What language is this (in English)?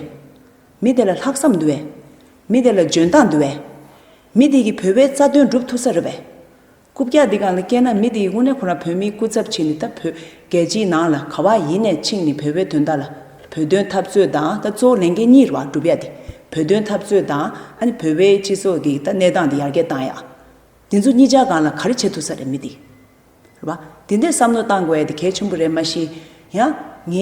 Tibetan